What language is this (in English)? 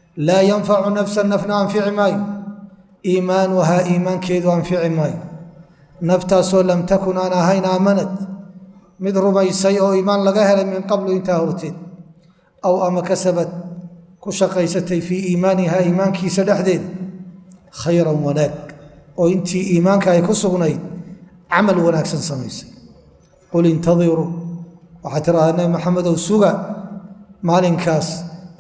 Somali